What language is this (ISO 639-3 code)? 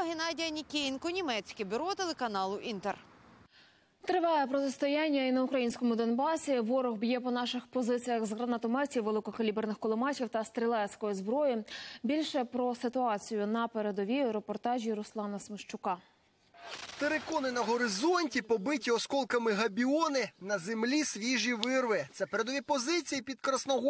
ukr